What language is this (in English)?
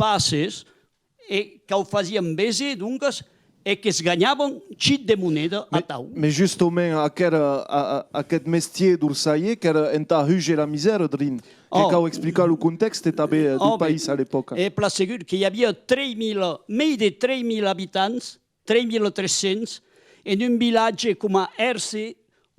Occitan